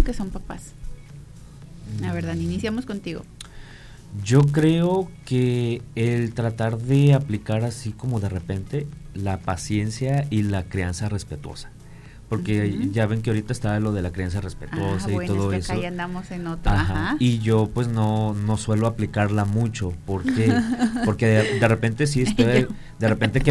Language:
Spanish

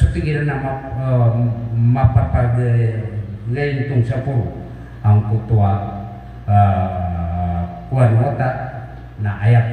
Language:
Maranao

